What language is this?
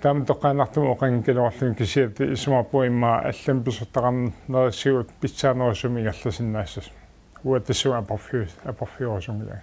Kalaallisut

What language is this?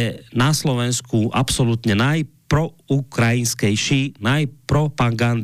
Slovak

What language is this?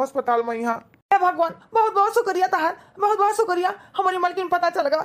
Awadhi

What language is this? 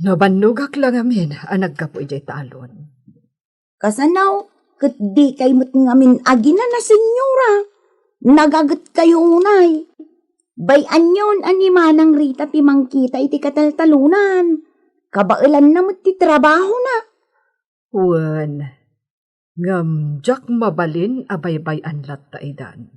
Iloko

